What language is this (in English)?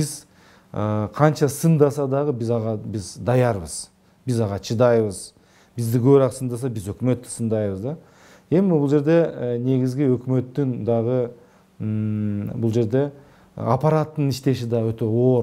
Kyrgyz